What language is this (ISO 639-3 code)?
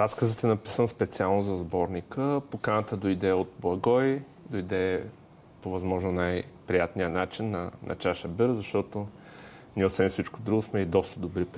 bul